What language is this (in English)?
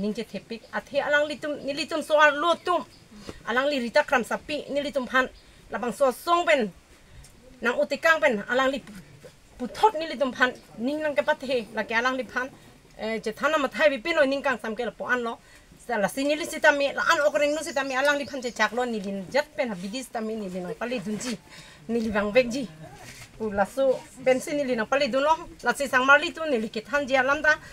Karbi